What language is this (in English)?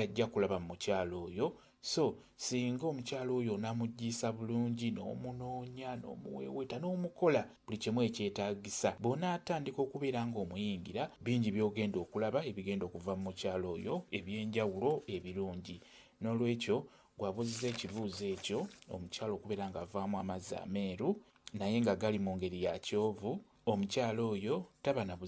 Ganda